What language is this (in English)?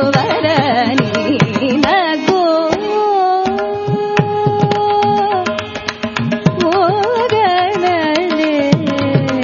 Telugu